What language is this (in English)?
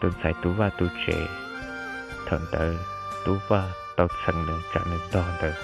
Hmong